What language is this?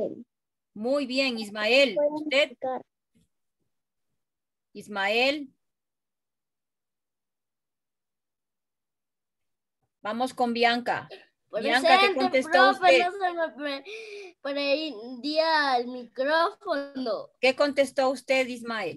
Spanish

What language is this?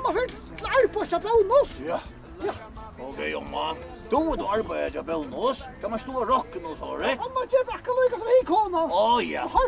Faroese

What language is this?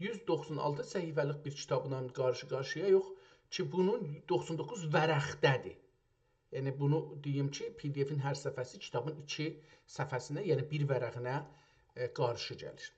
South Azerbaijani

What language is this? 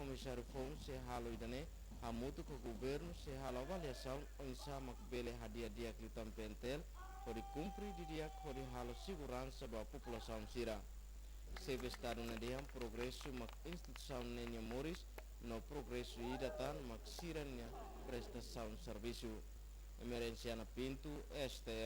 Tetum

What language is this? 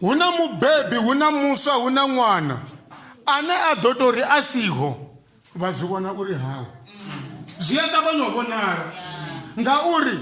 Venda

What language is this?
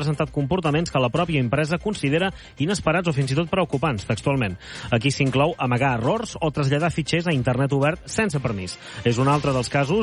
Catalan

